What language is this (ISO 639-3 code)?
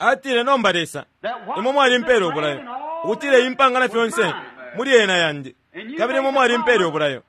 bem